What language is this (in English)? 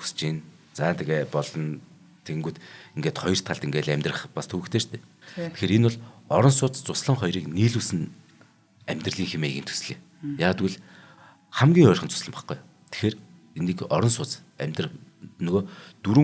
Mongolian